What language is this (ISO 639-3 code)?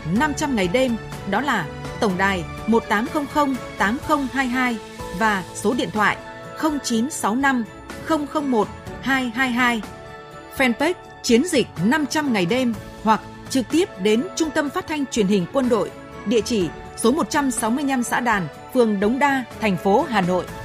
vie